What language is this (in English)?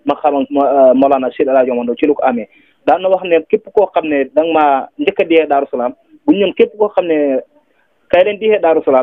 Wolof